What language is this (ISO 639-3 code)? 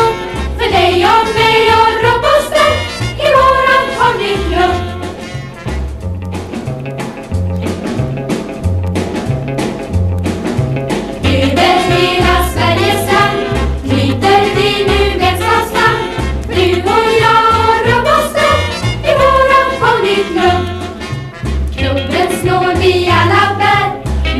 swe